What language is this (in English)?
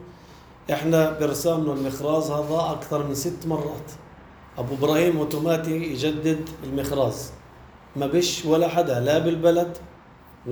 North Levantine Arabic